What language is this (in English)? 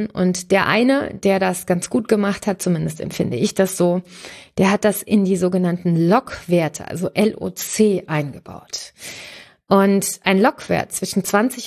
German